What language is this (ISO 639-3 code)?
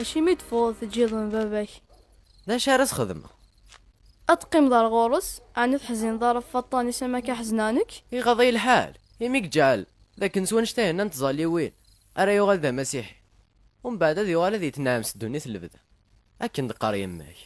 kab